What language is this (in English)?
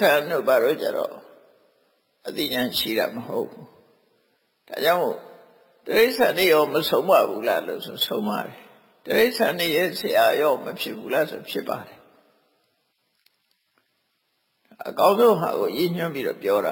Burmese